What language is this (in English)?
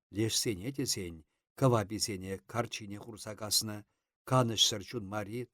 Chuvash